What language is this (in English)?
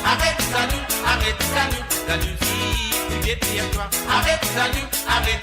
Morisyen